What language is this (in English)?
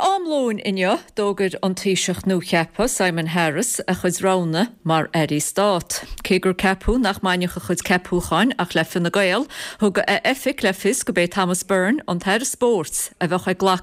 Irish